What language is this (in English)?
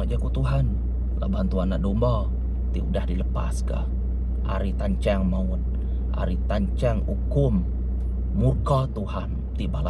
Iban